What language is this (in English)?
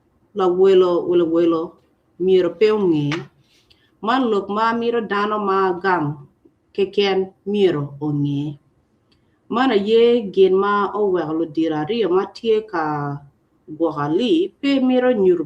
Acoli